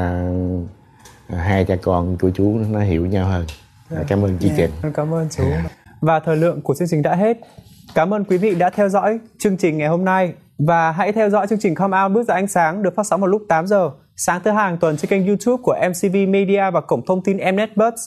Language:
Vietnamese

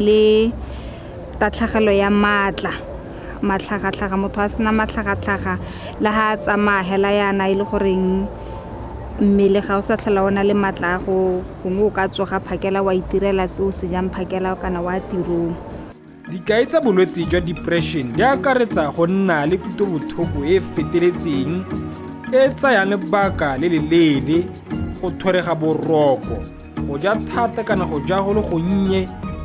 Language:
Tswana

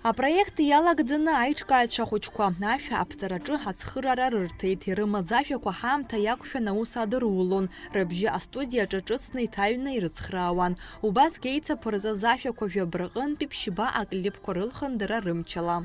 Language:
Abkhazian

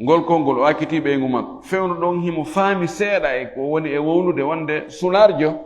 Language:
Fula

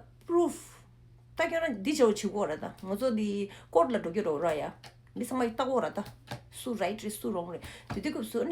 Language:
Tibetan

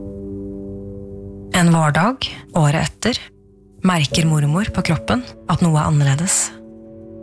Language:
Norwegian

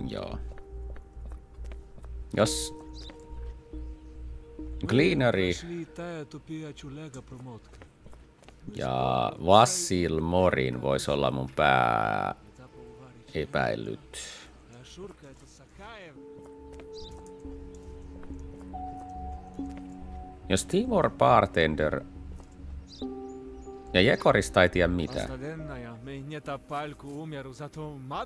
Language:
Finnish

